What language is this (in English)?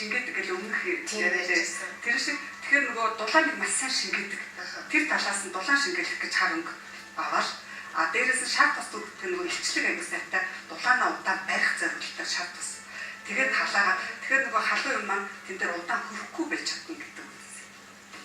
Mongolian